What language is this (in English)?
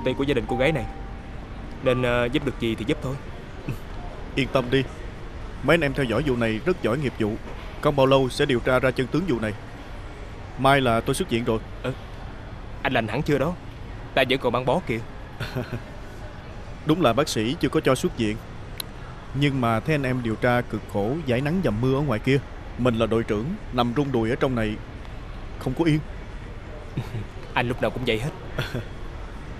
Vietnamese